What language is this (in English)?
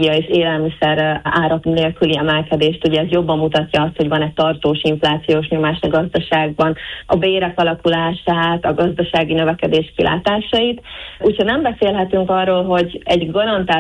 Hungarian